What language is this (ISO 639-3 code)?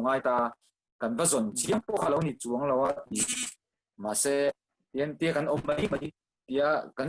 lus